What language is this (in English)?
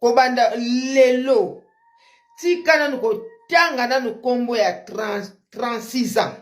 Lingala